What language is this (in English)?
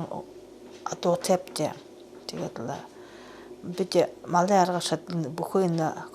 Buriat